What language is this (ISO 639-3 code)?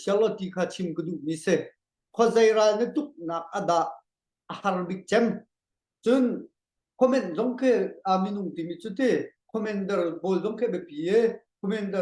cnh